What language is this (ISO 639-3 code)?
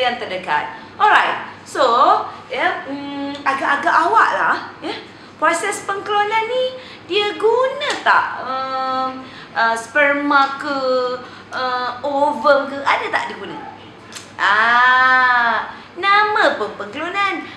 msa